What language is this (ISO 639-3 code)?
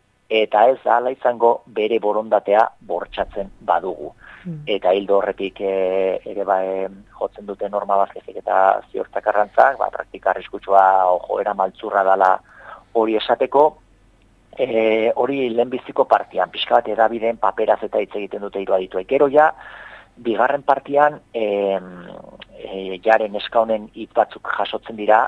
eus